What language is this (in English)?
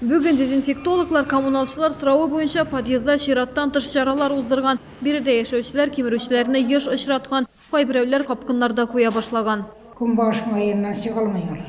Tatar